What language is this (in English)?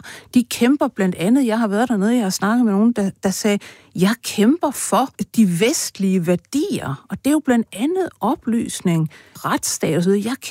Danish